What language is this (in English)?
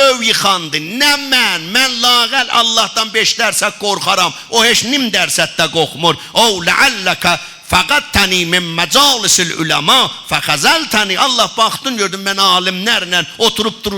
South Azerbaijani